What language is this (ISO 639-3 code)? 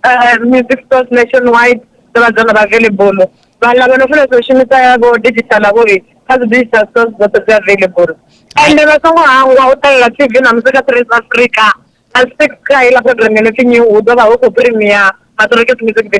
ven